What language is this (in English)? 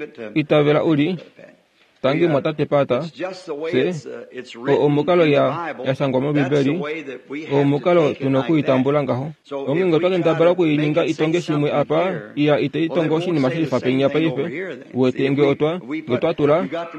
Kuanyama